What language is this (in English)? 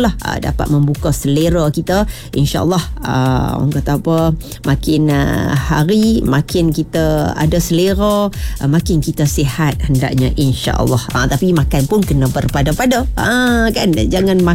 Malay